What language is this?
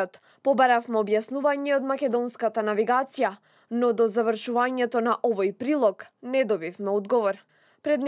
Macedonian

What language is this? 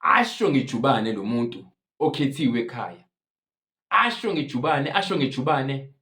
Zulu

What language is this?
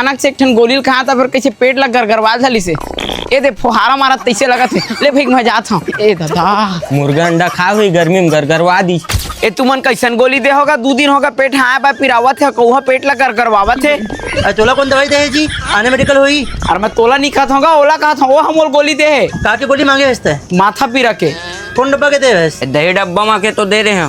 Chhattisgarhi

